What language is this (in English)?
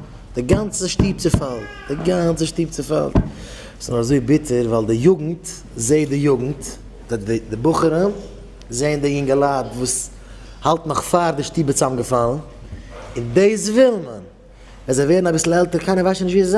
Yiddish